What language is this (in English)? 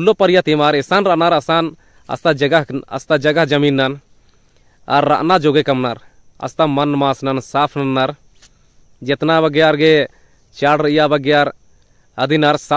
Kurukh